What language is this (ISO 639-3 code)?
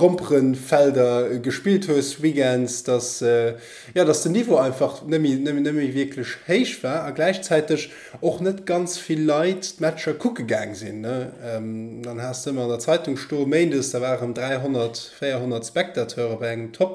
ltz